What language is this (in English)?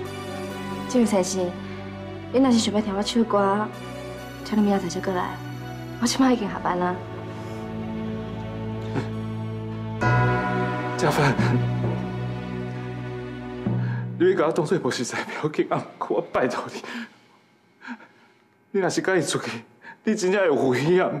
Min Nan Chinese